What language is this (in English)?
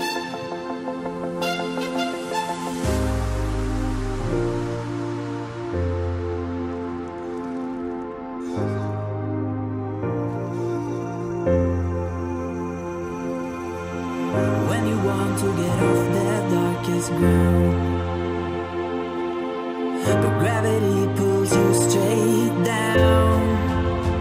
English